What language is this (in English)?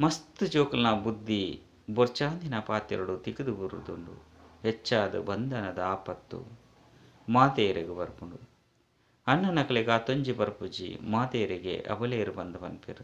Tulu